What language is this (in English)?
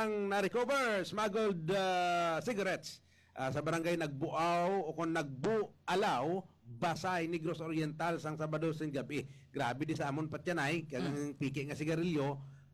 Hiligaynon